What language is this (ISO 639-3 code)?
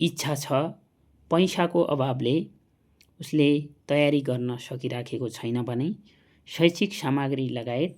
nep